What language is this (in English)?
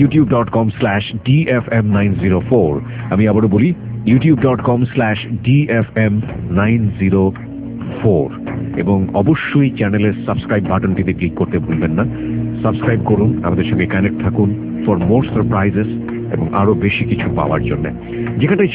Bangla